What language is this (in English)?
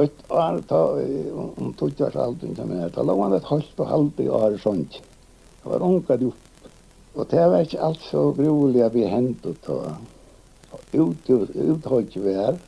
Faroese